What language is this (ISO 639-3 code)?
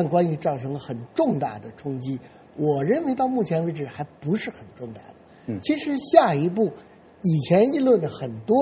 zho